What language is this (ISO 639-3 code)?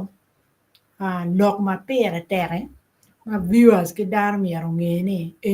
ach